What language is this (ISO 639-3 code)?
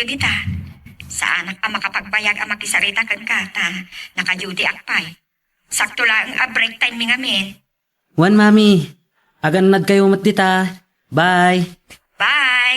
ilo